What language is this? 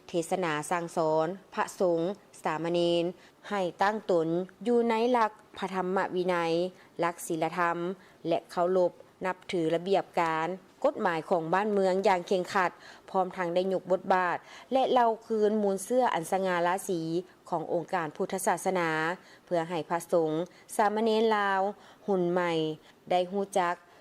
Lao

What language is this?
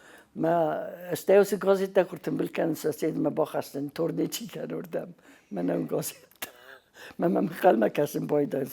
Ossetic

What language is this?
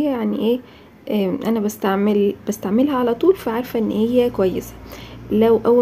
Egyptian Arabic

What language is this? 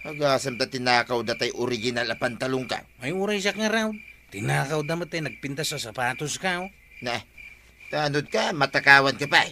Iloko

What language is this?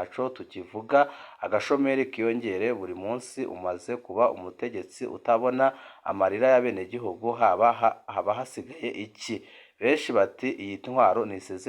Rundi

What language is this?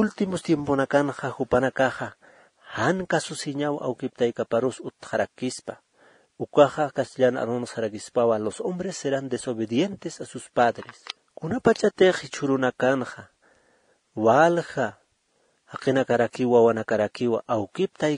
Aymara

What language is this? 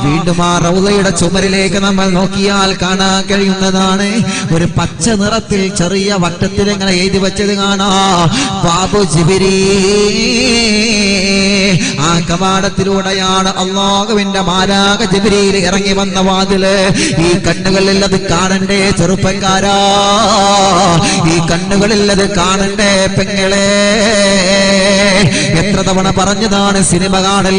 Malayalam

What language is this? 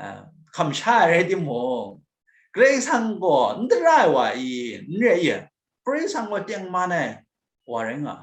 Kachin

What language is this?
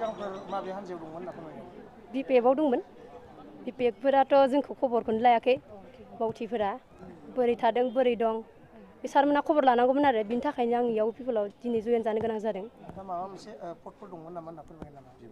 Bodo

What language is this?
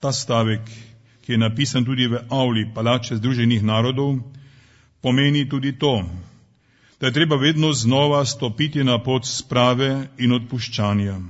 Slovenian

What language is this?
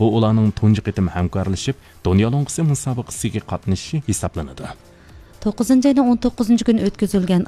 Uyghur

